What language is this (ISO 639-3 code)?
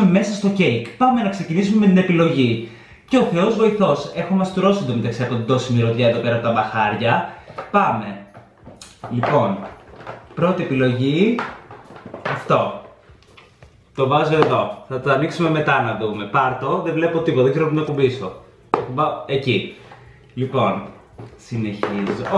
ell